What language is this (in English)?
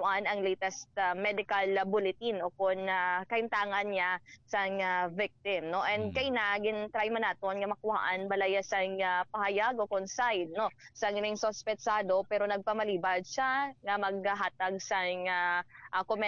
Hiligaynon